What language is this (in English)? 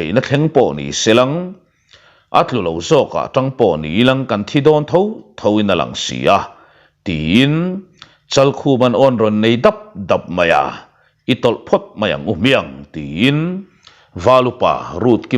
Mizo